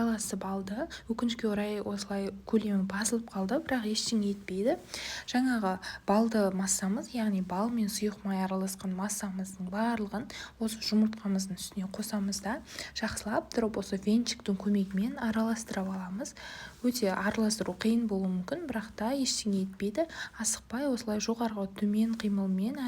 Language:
Kazakh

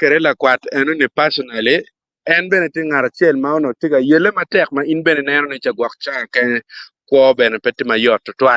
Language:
Acoli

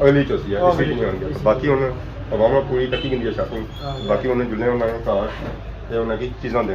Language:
Pahari-Potwari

